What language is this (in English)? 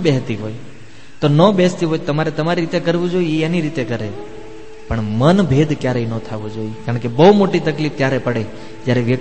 Gujarati